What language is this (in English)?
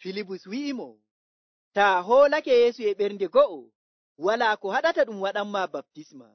Nigerian Fulfulde